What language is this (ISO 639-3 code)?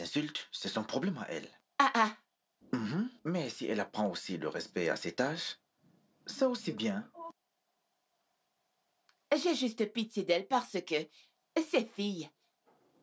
fra